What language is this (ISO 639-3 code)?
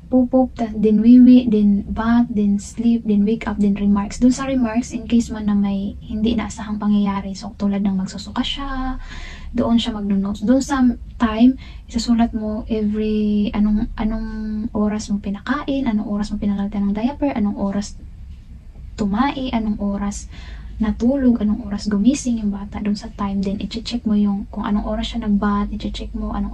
fil